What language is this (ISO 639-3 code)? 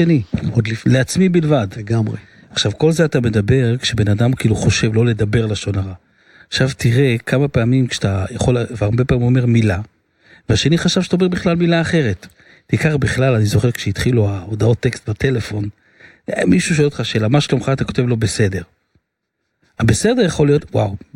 heb